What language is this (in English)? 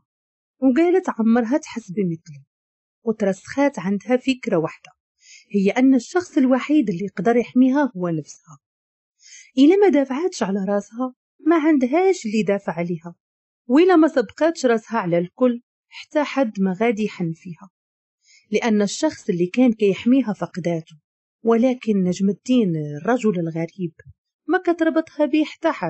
Moroccan Arabic